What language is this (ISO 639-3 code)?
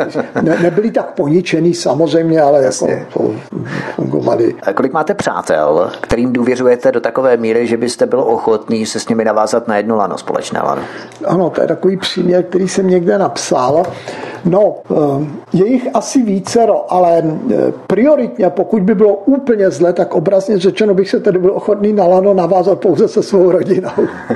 ces